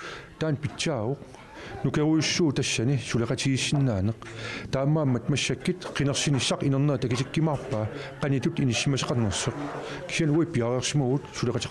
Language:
Kalaallisut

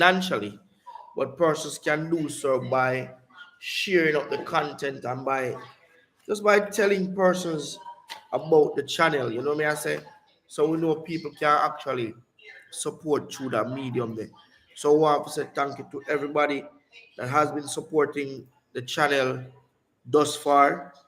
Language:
Jamaican Creole English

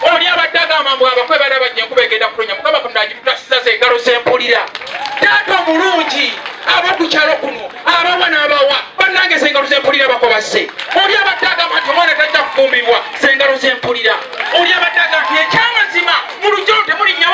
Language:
Ganda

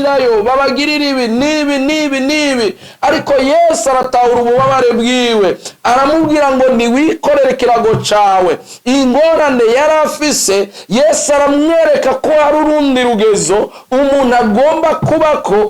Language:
Rundi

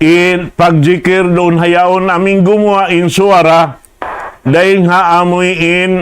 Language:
Tausug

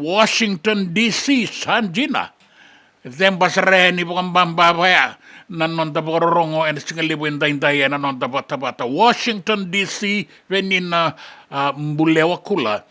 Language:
Fijian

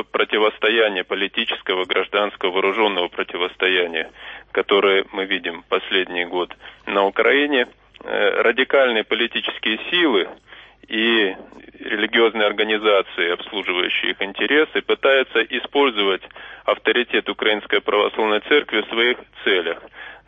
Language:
Russian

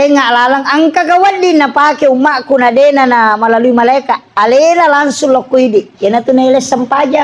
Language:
Buginese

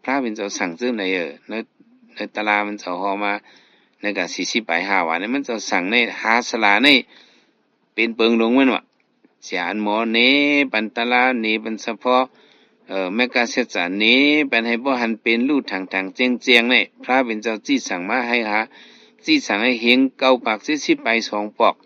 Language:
Shan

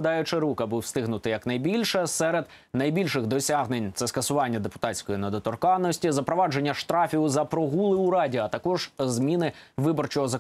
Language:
Ukrainian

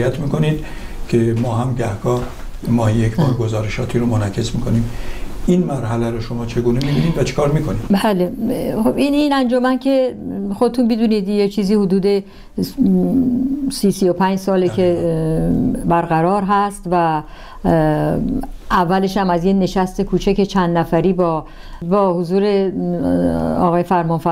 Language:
Persian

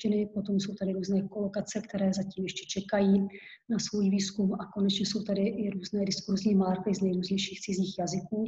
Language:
Czech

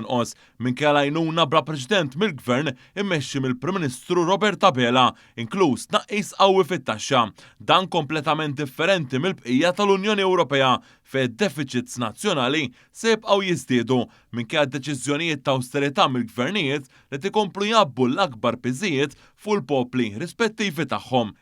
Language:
Maltese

